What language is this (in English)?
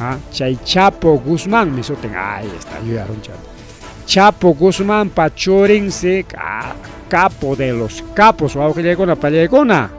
Ayacucho Quechua